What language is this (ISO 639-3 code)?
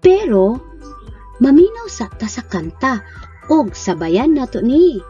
ceb